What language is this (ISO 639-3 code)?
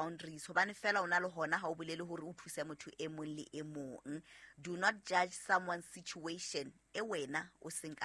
sot